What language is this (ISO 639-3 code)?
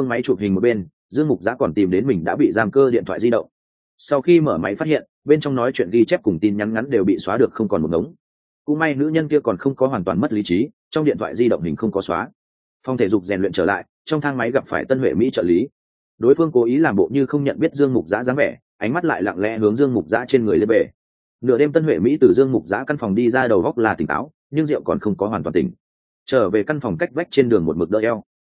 vie